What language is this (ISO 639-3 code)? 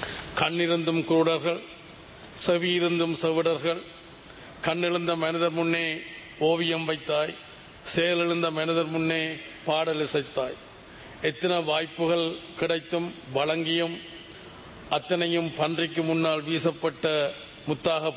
tam